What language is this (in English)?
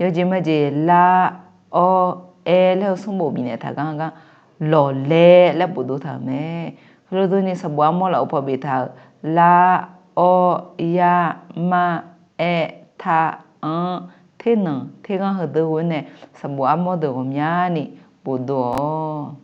Akha